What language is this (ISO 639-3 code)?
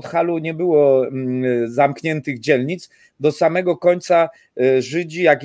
pol